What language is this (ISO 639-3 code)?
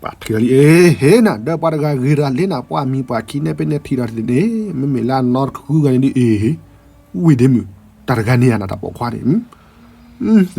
ksw